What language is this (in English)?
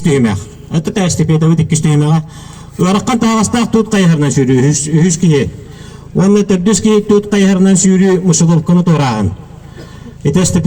Yakut